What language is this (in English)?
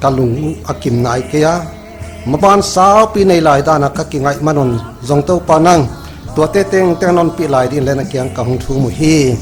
Paite Chin